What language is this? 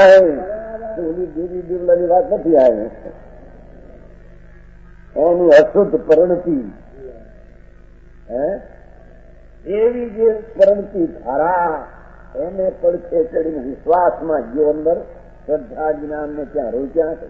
Gujarati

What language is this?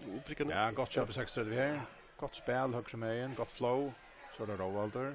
Faroese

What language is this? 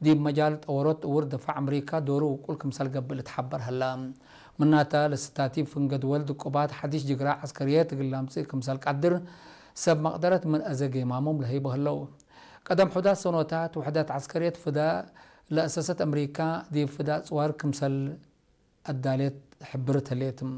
Tigre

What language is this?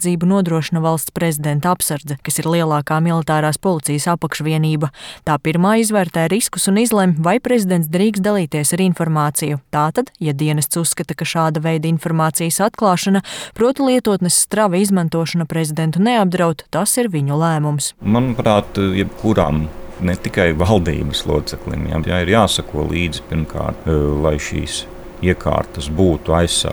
Latvian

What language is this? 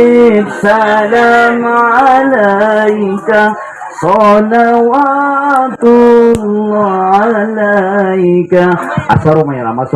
Banjar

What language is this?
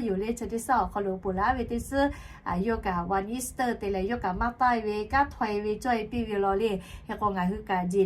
Lahu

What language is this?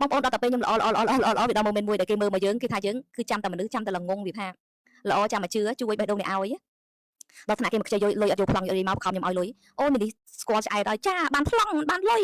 Khmer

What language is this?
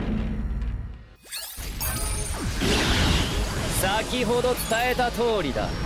Japanese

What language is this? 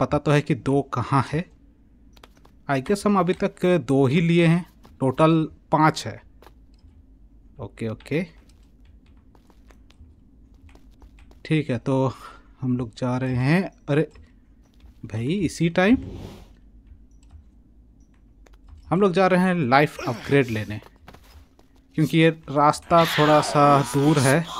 Hindi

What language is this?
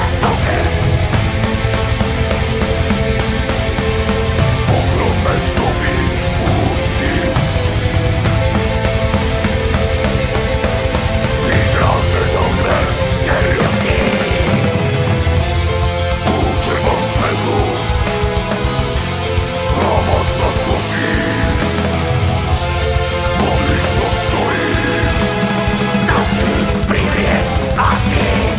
Slovak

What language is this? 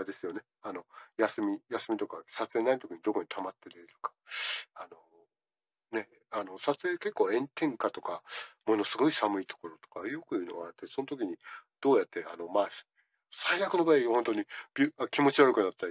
Japanese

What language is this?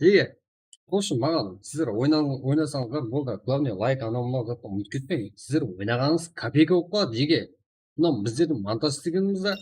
Kara-Kalpak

